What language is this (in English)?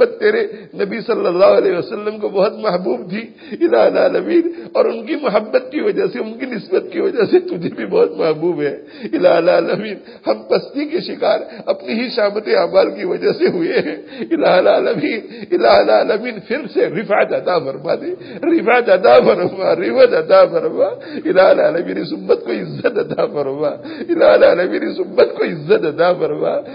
Urdu